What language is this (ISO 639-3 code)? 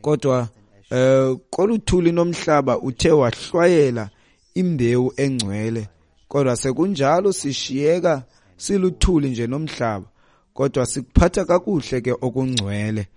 xho